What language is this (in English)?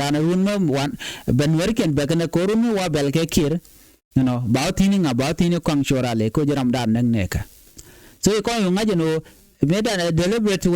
Nuer